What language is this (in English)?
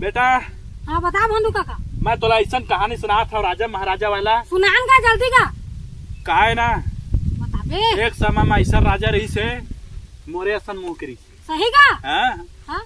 Chhattisgarhi